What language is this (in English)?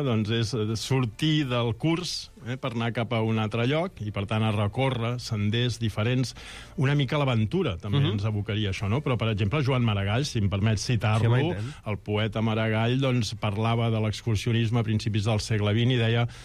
Catalan